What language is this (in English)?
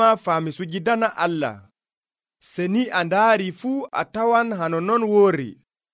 Nigerian Fulfulde